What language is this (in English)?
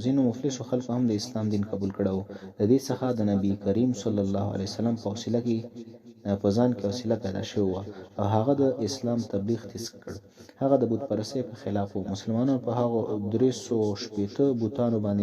Pashto